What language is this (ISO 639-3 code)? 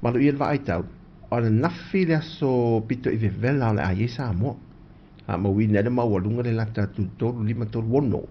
smo